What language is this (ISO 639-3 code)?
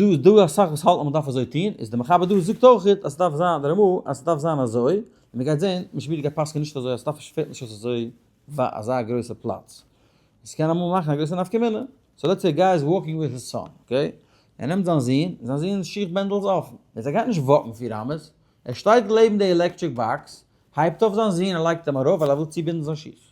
yid